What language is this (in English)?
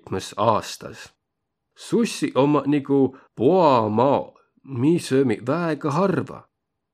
Võro